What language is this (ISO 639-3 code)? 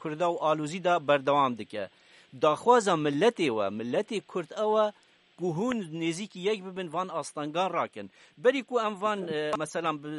kur